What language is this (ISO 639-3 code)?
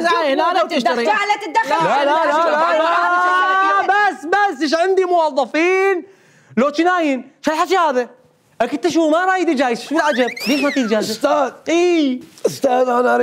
acm